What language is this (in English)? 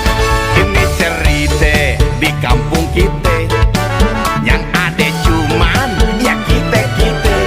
Betawi